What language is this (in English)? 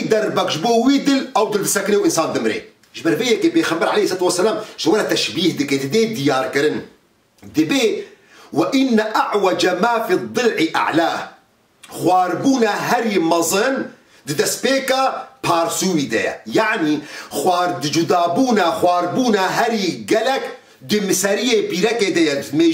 Kurdish